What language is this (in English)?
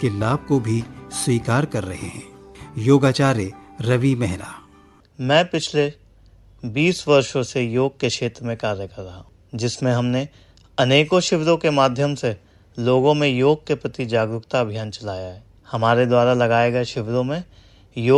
Hindi